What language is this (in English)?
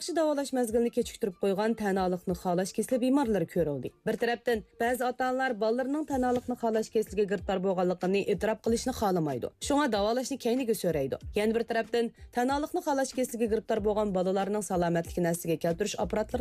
Uyghur